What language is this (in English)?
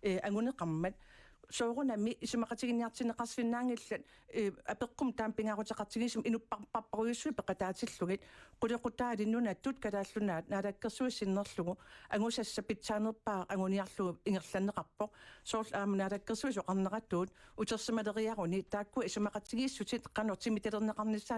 Kalaallisut